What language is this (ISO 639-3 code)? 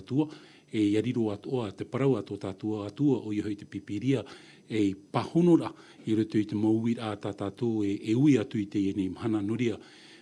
tah